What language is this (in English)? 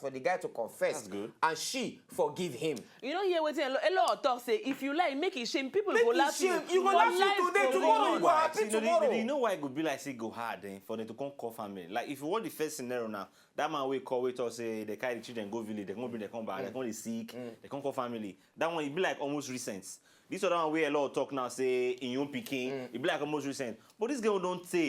Nigerian Pidgin